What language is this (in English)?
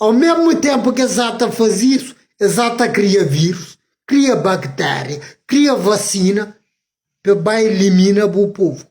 Kabuverdianu